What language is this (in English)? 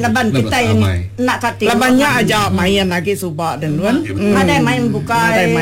Iban